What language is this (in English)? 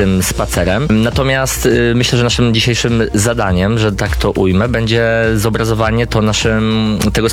Polish